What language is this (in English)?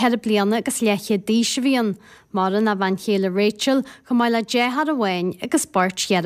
Irish